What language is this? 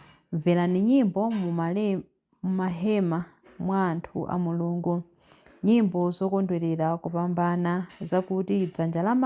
Nyanja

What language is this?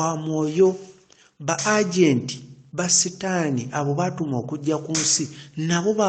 Ganda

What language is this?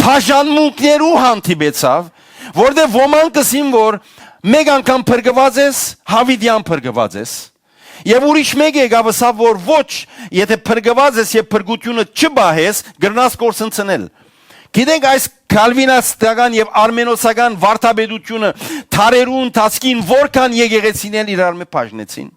Western Armenian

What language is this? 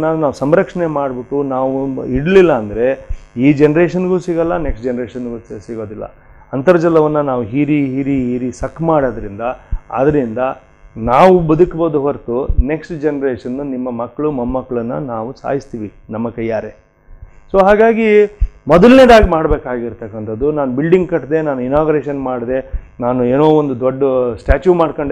Kannada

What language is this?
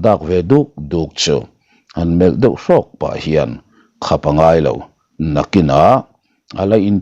Mizo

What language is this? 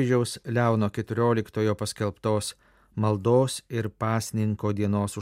Lithuanian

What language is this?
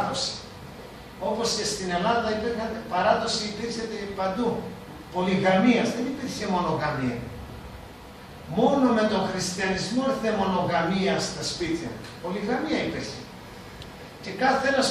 Greek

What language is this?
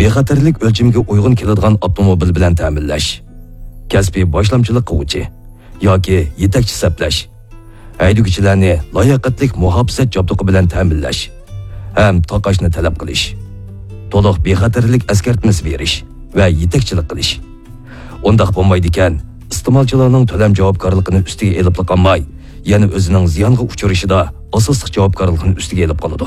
Uyghur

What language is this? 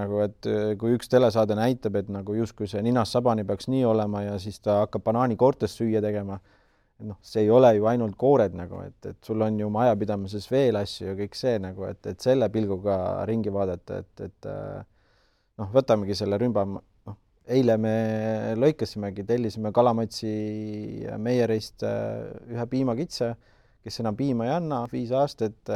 Estonian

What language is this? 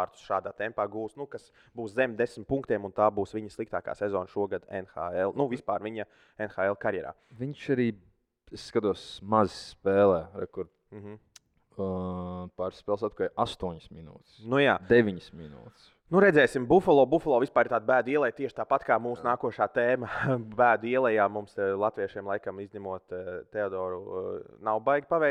Latvian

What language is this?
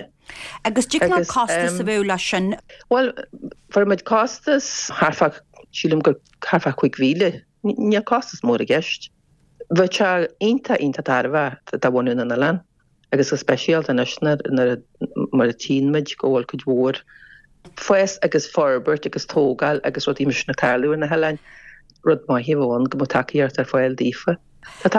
Irish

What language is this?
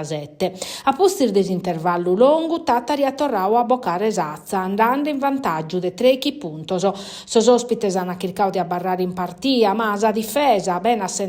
Sardinian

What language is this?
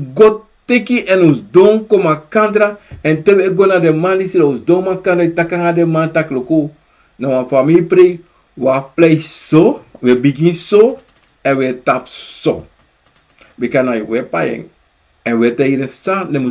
Sranan Tongo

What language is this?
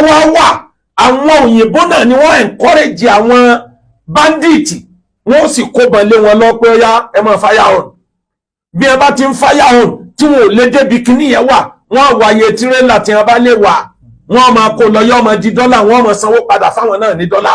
Yoruba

